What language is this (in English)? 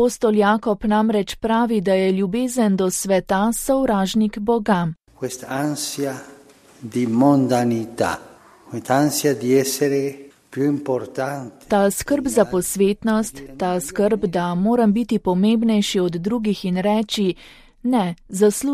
Slovenian